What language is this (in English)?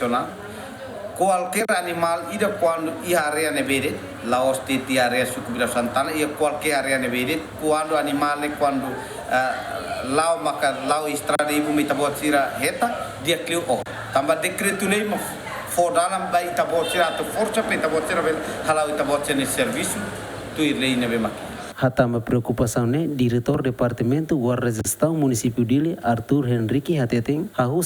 Tetum